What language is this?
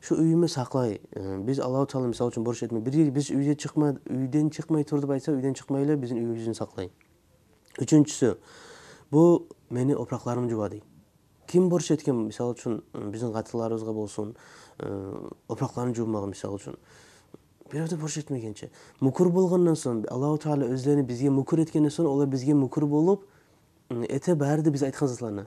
Kumyk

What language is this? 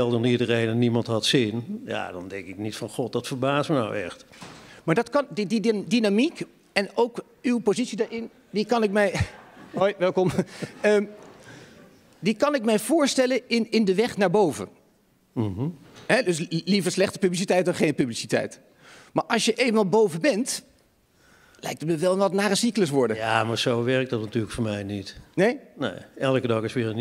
Dutch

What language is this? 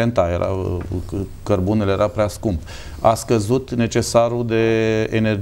Romanian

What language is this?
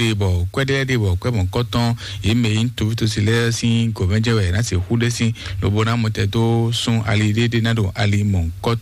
Fon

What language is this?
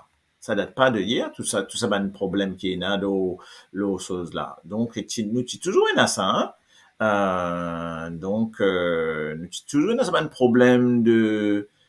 Morisyen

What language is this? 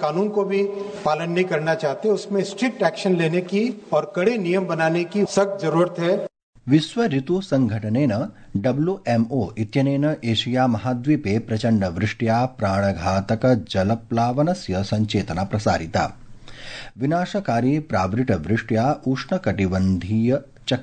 Sanskrit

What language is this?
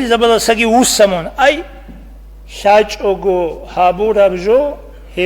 Avaric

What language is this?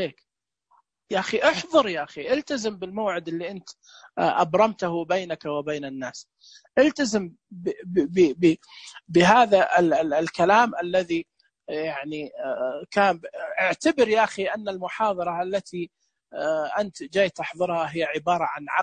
Najdi Arabic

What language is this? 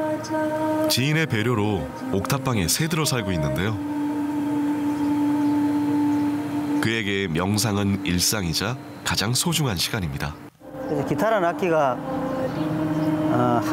Korean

